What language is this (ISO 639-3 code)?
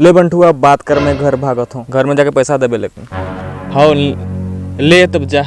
hne